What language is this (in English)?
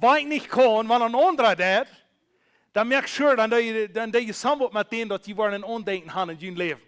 Plautdietsch